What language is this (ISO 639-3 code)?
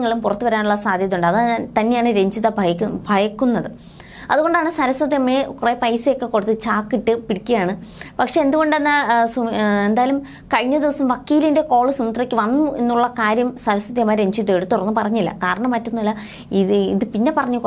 mal